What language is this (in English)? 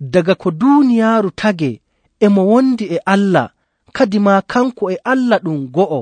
Nigerian Fulfulde